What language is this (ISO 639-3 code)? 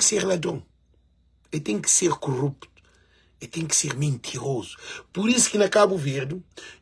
kea